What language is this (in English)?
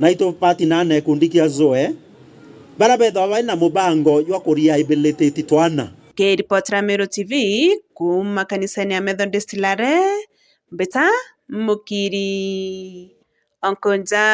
Meru